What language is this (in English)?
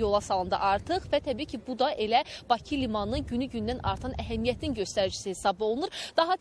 Azerbaijani